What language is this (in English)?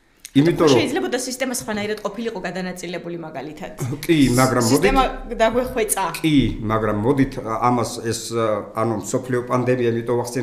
Georgian